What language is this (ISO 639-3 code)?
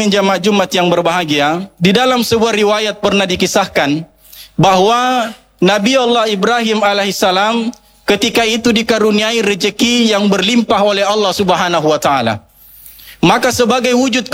ind